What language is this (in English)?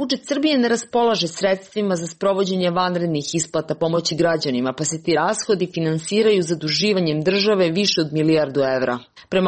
Serbian